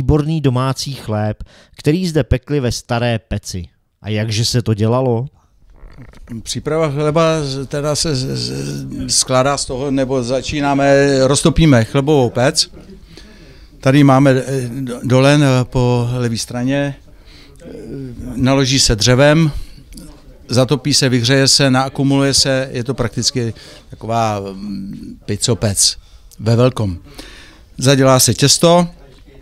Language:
Czech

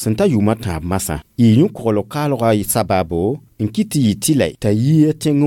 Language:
Mossi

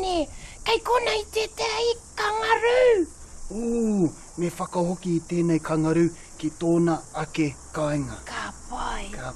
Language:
Māori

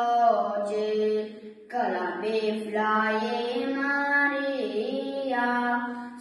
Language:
Romanian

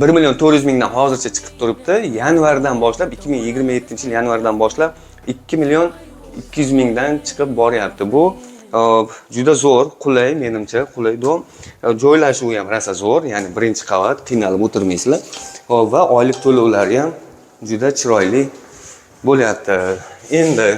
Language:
Uzbek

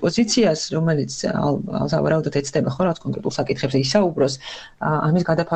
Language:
Georgian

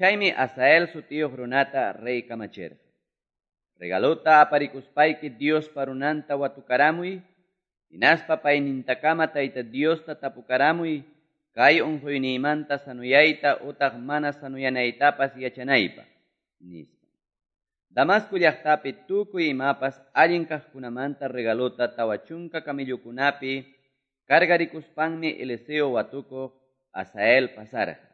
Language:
Quechua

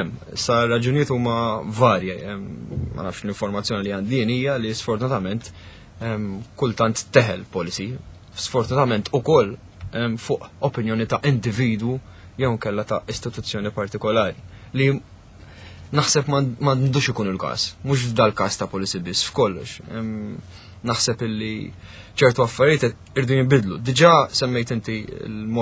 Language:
Maltese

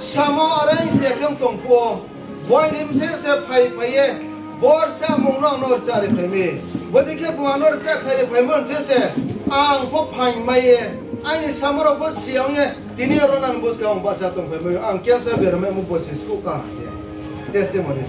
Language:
Riang (India)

